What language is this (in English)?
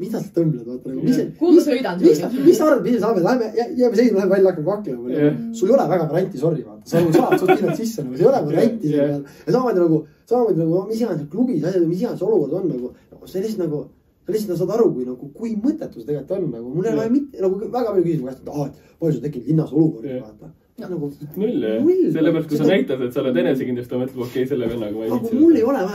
Estonian